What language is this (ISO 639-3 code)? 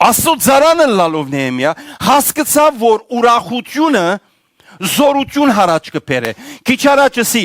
hyw